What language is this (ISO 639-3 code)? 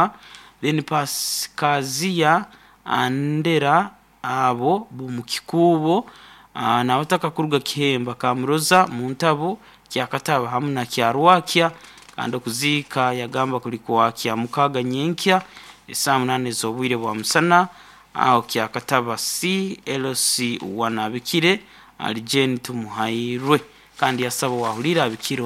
nyn